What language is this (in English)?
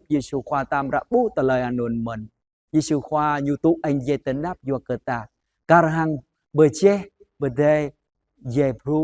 Jarai